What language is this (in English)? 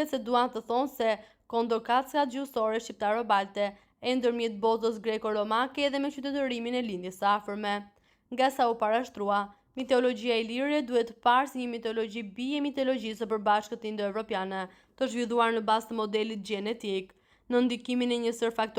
Albanian